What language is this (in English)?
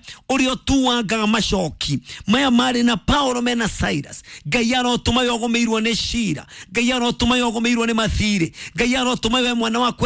Kikuyu